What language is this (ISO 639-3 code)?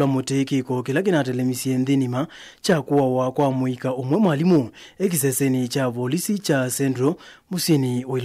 kam